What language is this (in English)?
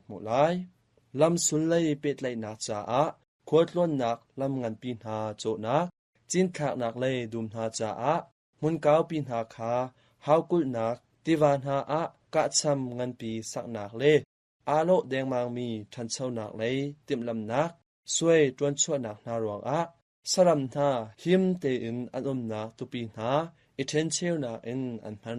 Hakha Chin